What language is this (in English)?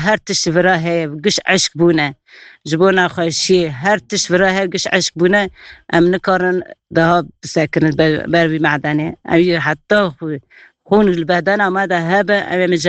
Kurdish